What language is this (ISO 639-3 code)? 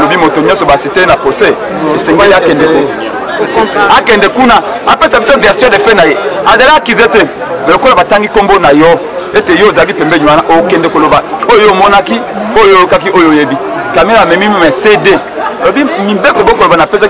lin